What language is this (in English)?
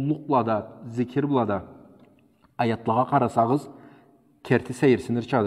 Karachay-Balkar